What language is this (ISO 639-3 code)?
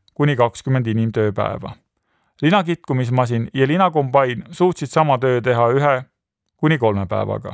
est